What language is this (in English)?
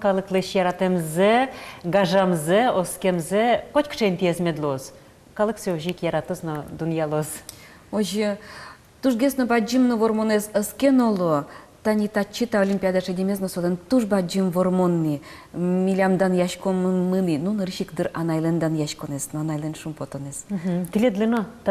Udmurt